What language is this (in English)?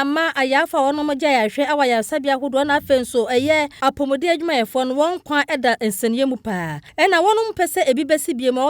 Akan